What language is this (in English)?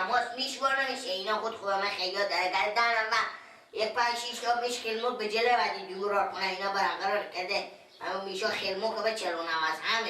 Persian